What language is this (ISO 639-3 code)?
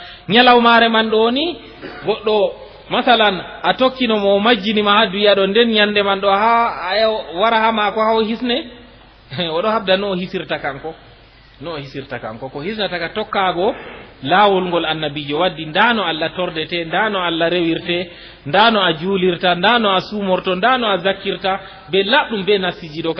ful